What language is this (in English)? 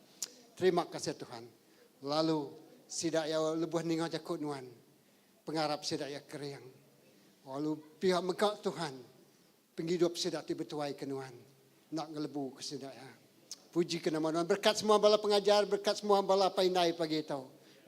Iban